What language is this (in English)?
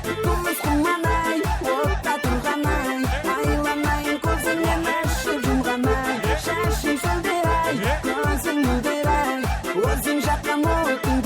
Kara-Kalpak